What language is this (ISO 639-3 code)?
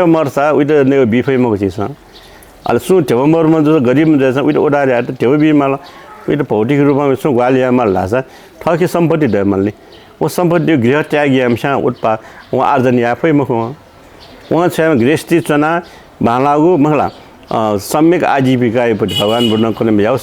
new